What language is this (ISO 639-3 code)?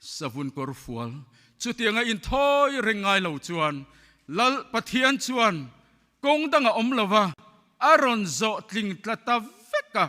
lus